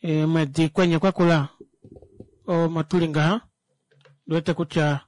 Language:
Kuanyama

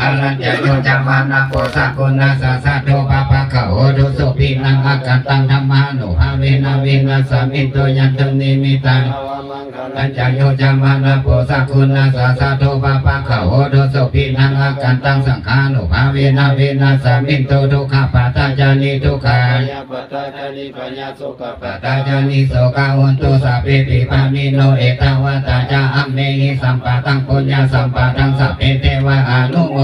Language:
Pali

